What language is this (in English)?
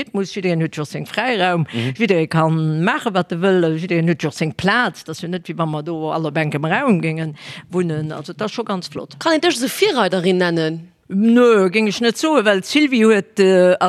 Luxembourgish